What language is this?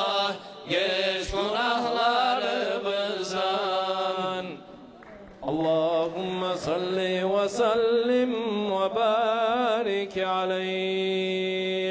Kumyk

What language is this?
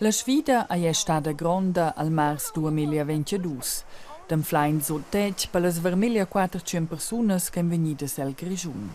Romansh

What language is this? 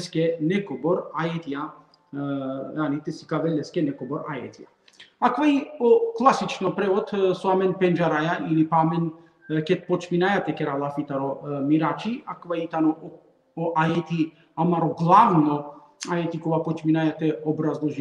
Balkan Romani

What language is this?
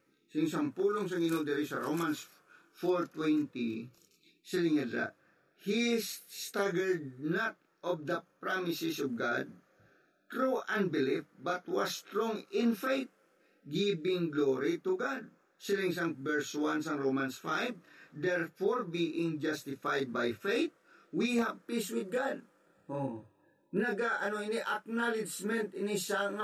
Hiligaynon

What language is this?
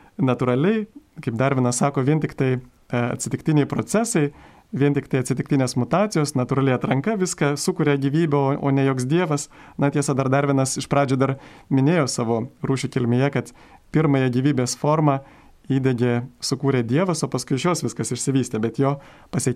Lithuanian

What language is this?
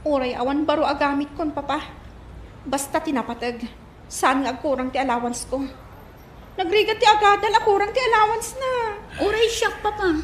Iloko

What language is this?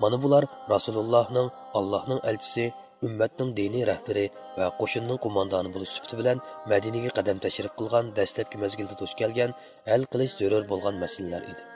Uyghur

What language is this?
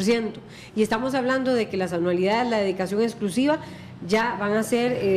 Spanish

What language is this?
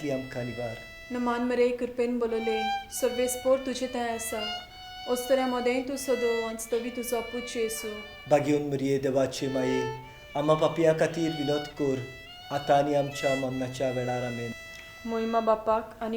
Konkani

